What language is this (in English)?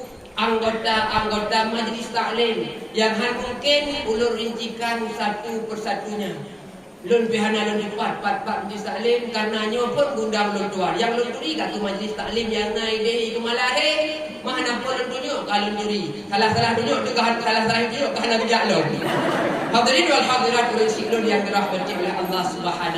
Achinese